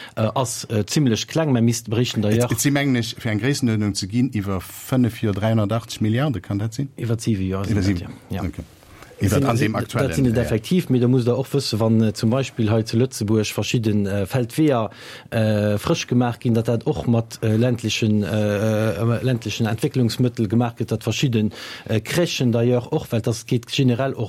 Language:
Luxembourgish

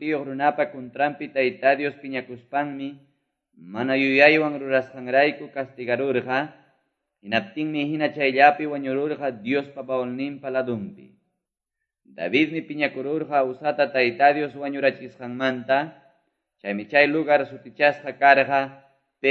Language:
Quechua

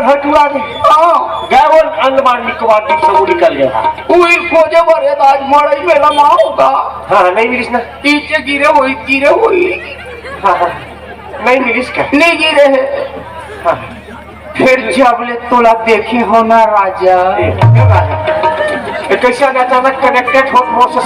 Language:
Chhattisgarhi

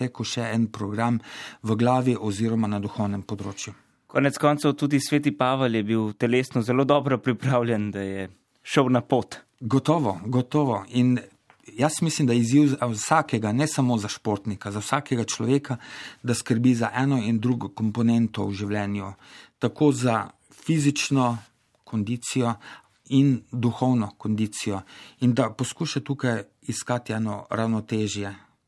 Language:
Slovenian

